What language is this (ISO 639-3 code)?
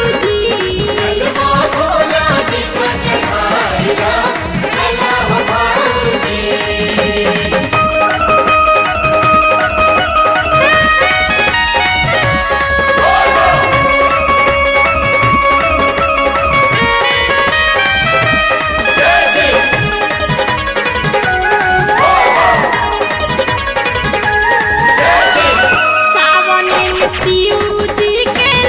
bho